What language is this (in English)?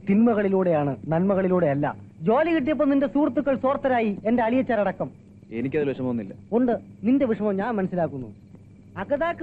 Malayalam